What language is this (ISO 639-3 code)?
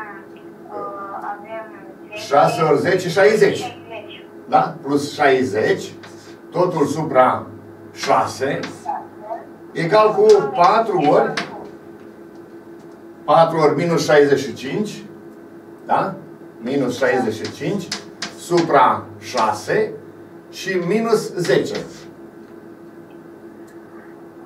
ron